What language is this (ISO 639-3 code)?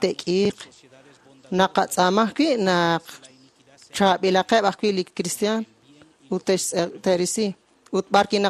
kek